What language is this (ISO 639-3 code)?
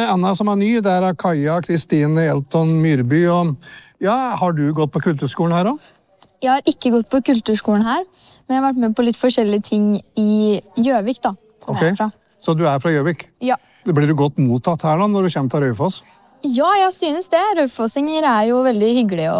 nor